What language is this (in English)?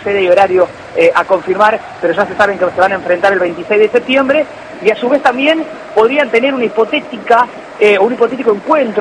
Spanish